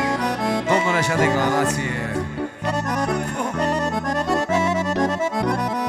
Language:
Romanian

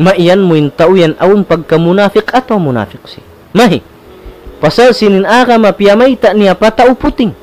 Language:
Tausug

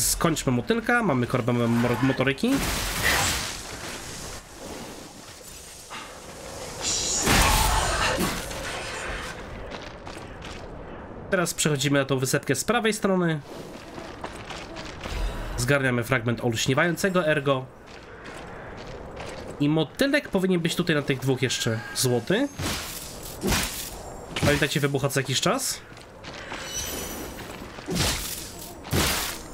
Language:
Polish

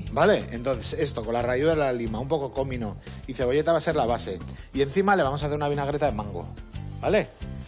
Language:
Spanish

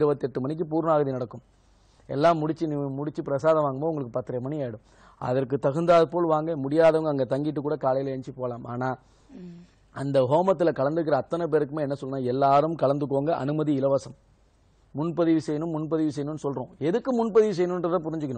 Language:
Tamil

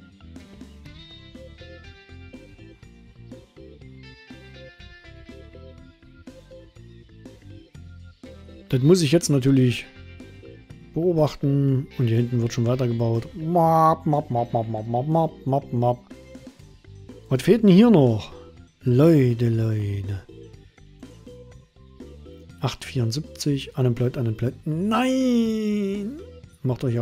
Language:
German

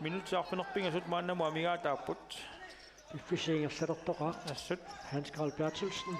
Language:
Kalaallisut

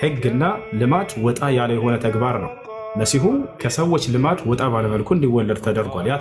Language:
Amharic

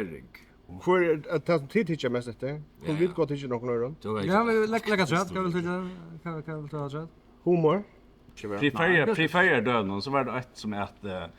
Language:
Faroese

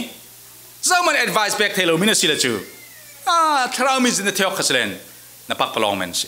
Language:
Falam Chin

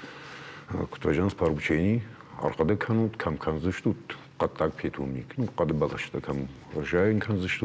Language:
Ossetic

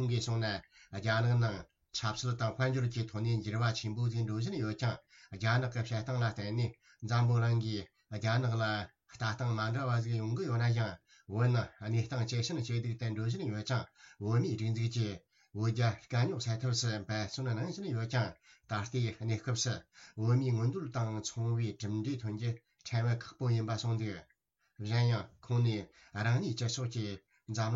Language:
Tibetan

